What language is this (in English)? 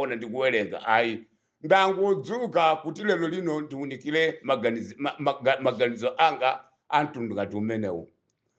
Nyanja